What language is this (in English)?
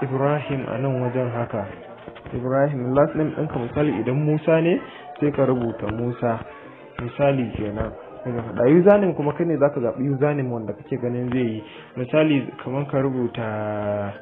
Hausa